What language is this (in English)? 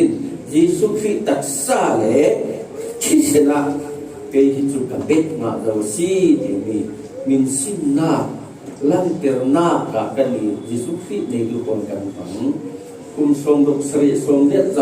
Falam Chin